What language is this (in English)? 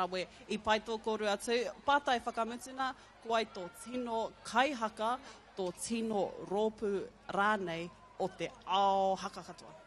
Māori